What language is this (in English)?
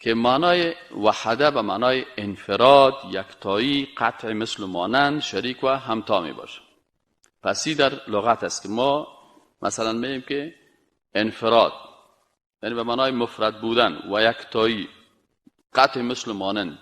Persian